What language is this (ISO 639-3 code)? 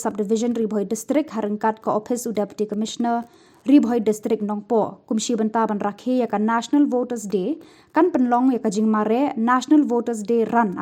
kha